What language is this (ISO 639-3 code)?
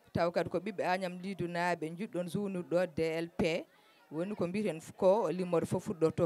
ful